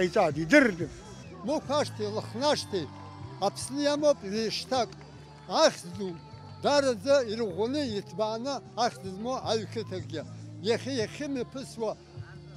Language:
Abkhazian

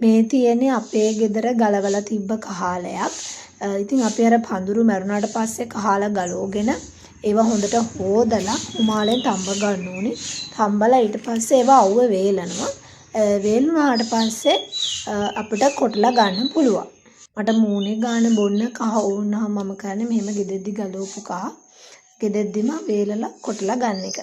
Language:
Sinhala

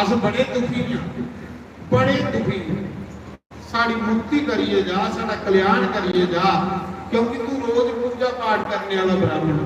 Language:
Dogri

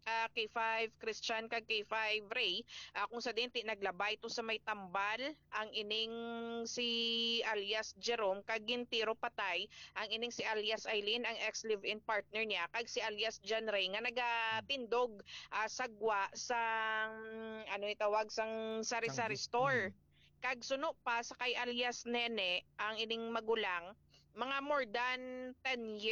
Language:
Hiligaynon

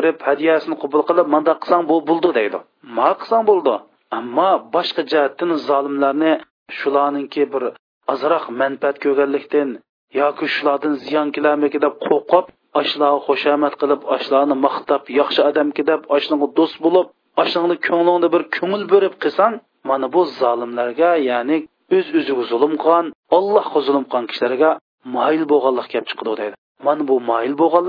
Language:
Uyghur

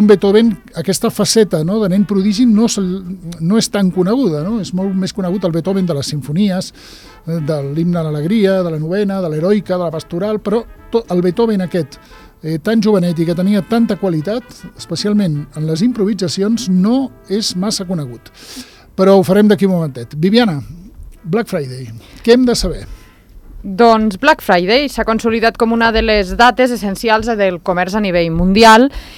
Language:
Catalan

